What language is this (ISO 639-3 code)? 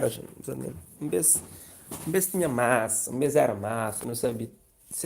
kea